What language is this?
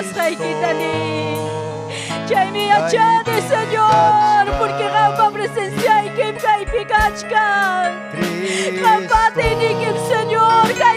Ayacucho Quechua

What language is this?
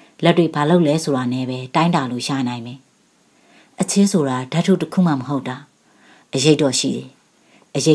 Burmese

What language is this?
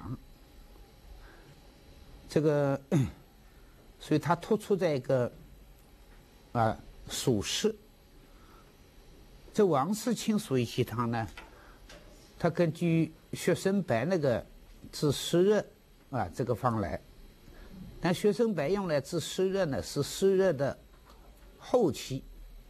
Chinese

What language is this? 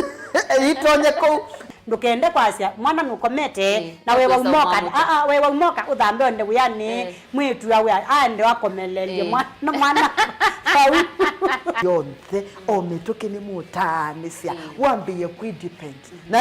Kamba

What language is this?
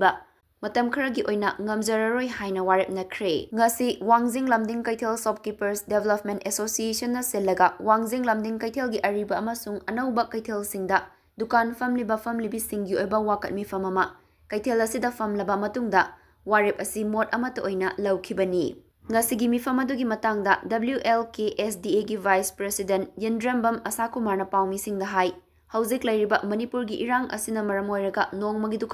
Manipuri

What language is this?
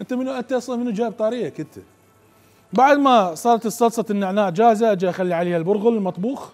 Mesopotamian Arabic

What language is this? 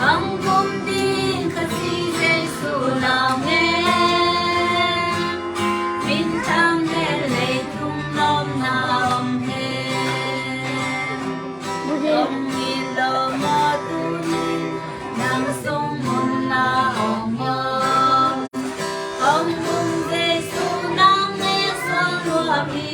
Tedim Chin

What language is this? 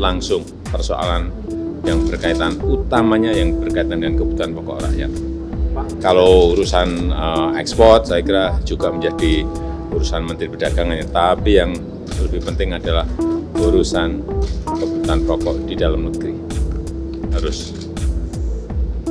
Indonesian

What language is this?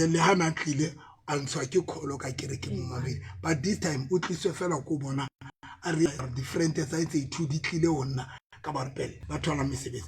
Southern Sotho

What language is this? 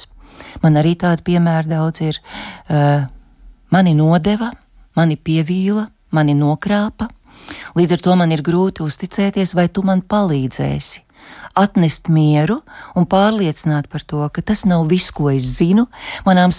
Latvian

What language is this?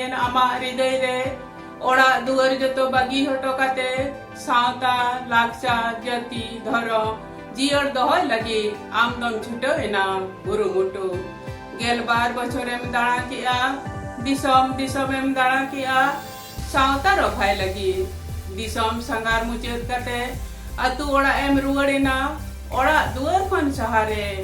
Santali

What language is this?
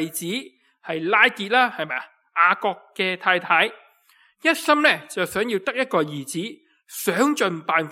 Cantonese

